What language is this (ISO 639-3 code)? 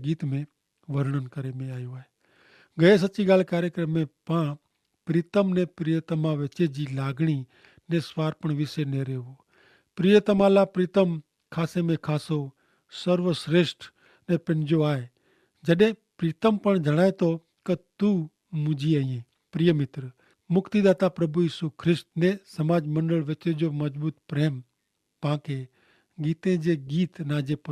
kfr